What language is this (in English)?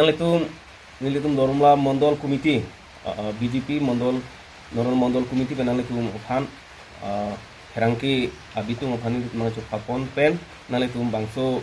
Karbi